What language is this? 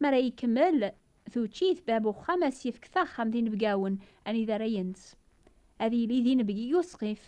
Kabyle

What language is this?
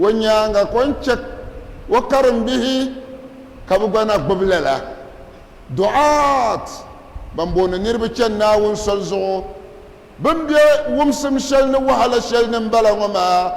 Dagbani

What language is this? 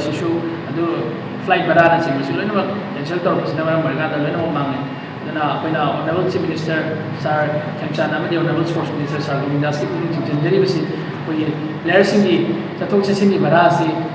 Manipuri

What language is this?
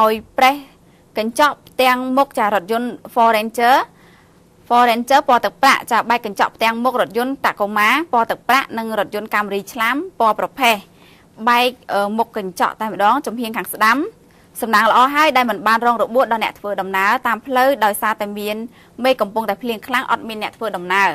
Khmer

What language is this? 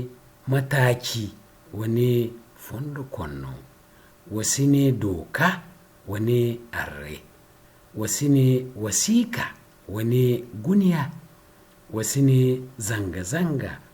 Zarma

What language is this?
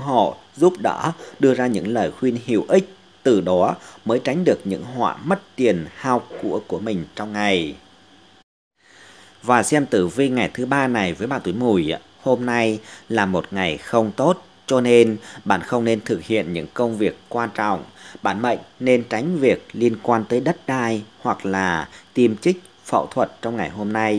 Vietnamese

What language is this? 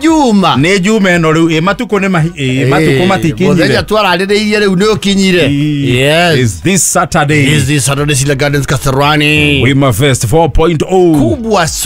Kikuyu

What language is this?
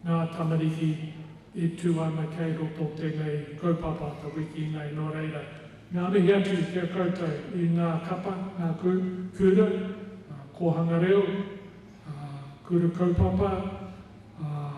Māori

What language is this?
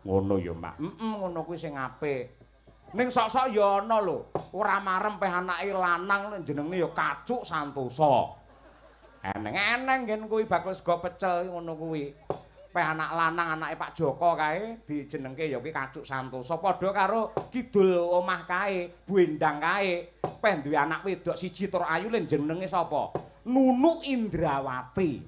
Javanese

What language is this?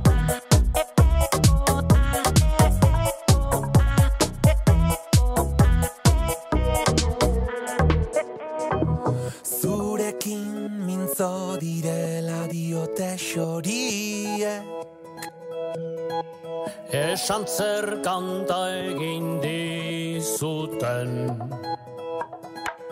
Basque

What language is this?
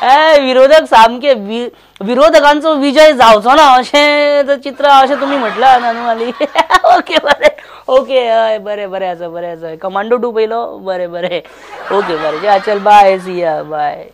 Konkani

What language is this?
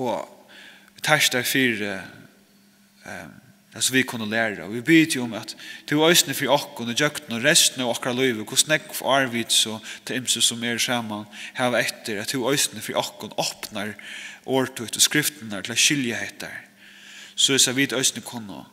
Faroese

